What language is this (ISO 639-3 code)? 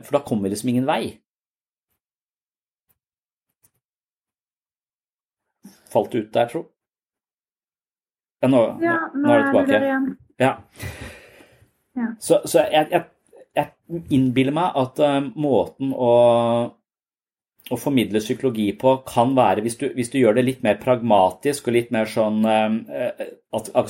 nor